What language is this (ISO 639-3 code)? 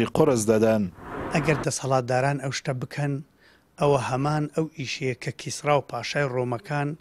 ckb